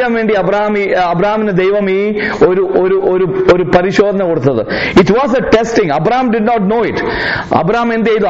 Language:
Malayalam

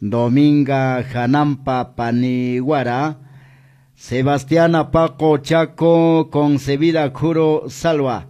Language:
Quechua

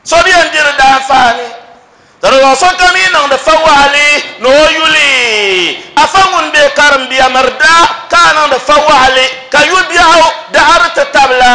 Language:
Dagbani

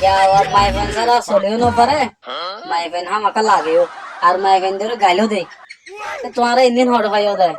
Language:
Rohingya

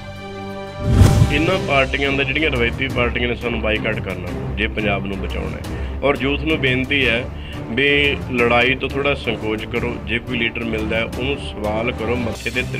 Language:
Punjabi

